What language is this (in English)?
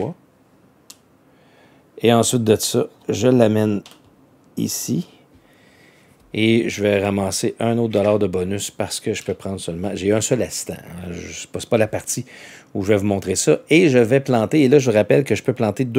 French